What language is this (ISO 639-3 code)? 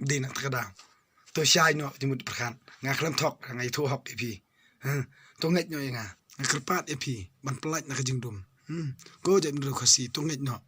kha